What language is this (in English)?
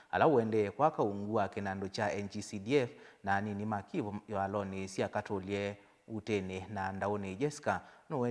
Kamba